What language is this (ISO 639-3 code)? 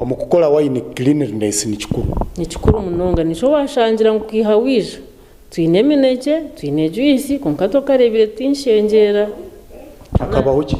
nyn